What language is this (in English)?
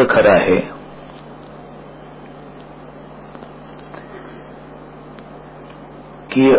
Marathi